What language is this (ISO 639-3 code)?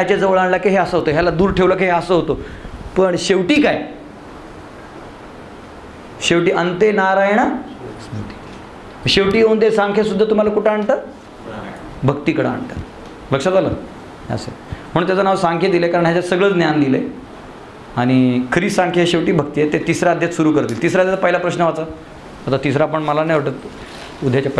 mar